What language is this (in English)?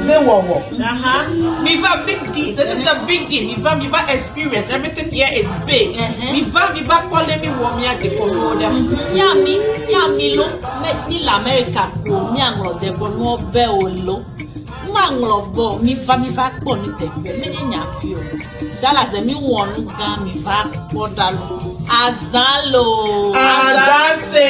Ewe